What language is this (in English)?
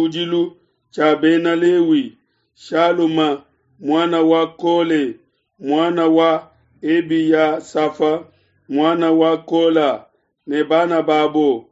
Luba-Lulua